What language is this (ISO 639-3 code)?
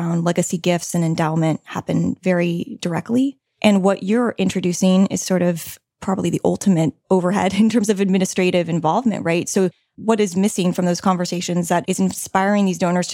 eng